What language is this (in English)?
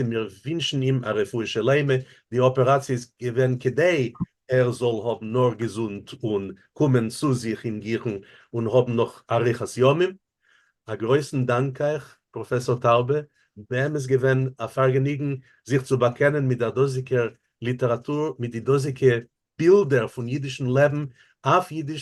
Yiddish